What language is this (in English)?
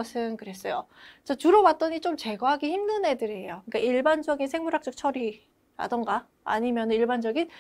Korean